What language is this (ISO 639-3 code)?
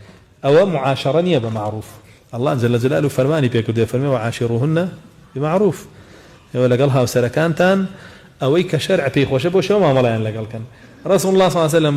ckb